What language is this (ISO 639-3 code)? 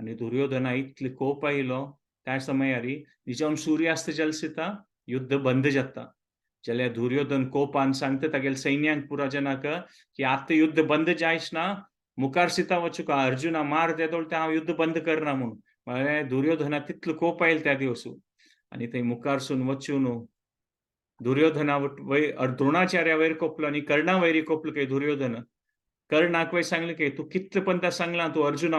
kok